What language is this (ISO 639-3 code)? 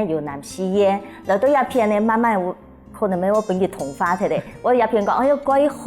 hak